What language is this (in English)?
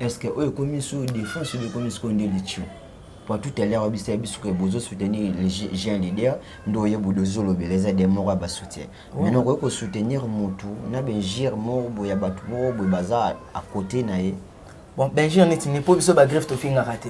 Lingala